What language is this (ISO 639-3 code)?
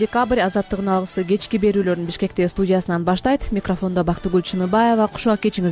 kir